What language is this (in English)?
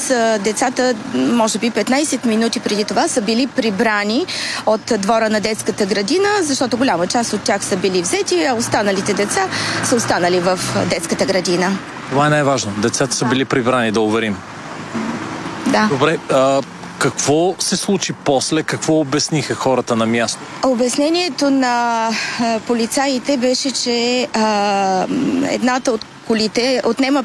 Bulgarian